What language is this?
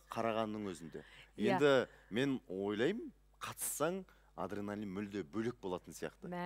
Kazakh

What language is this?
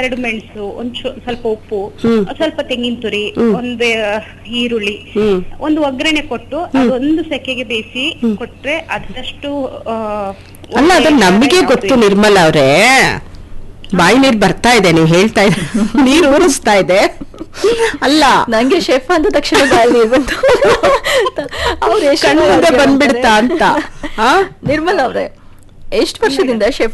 Kannada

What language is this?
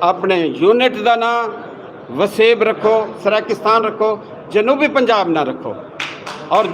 Saraiki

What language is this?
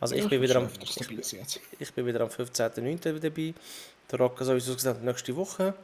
Swiss German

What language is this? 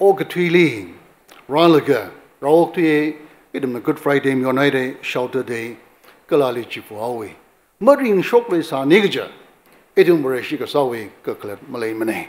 Tangkhul Naga (India)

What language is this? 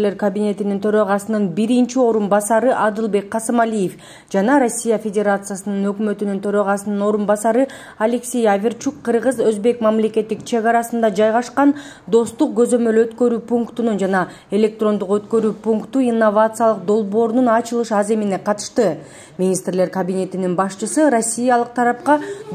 Kyrgyz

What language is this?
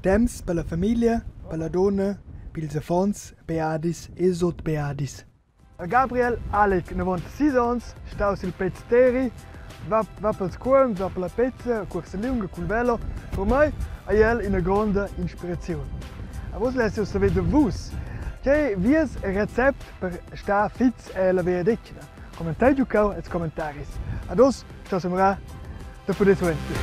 Romansh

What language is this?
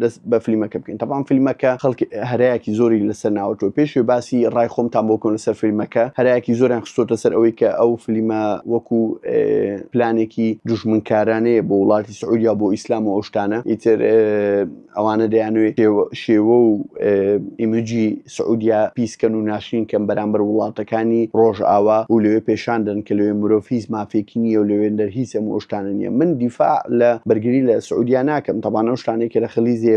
Central Kurdish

